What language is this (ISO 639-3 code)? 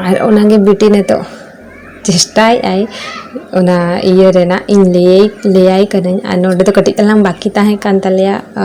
sat